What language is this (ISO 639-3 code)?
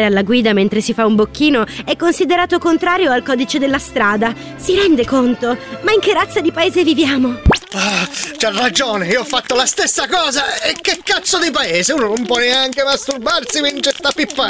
ita